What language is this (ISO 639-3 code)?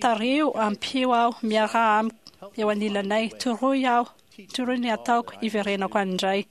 mlg